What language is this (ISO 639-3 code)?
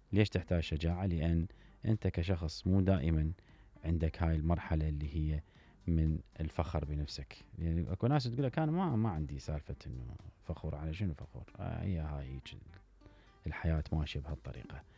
acm